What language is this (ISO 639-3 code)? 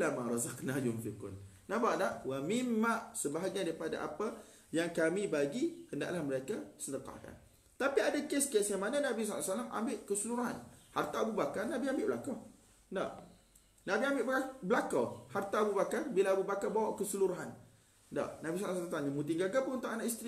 msa